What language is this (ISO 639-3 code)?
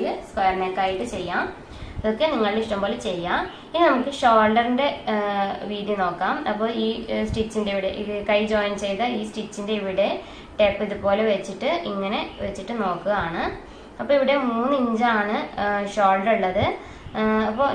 mal